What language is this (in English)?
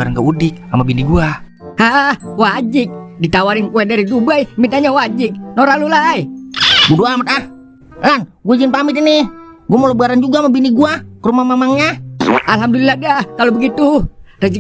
Betawi